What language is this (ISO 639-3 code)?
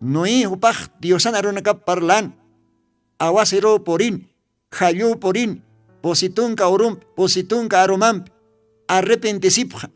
aym